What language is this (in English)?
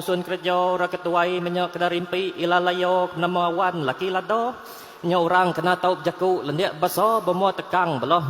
Iban